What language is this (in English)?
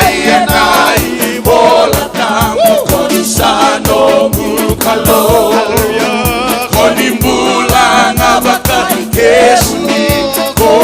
Fijian